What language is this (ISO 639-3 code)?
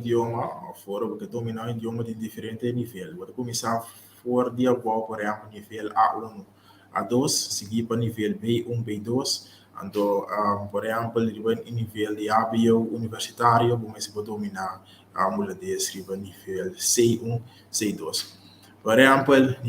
pap